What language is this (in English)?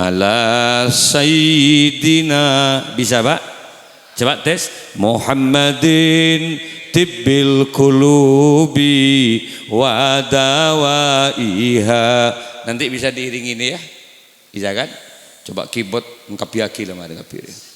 Madurese